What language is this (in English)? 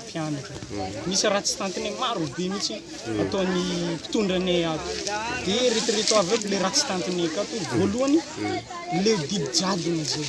Malagasy